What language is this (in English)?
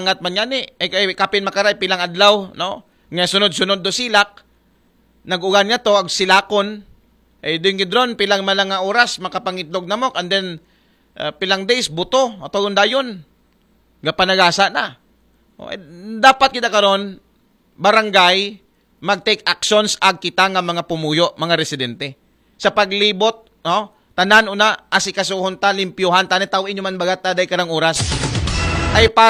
Aklanon